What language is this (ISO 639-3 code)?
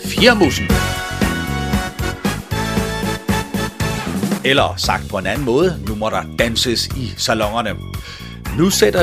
dan